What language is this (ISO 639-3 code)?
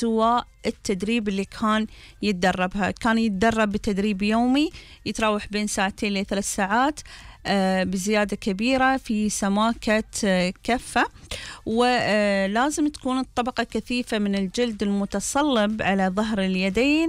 afb